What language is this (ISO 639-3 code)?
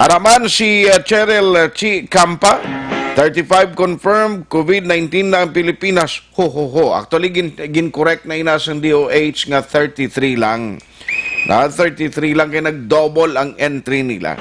hil